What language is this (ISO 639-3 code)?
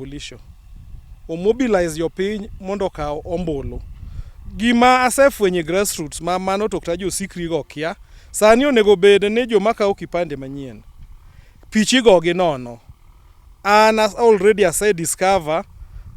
luo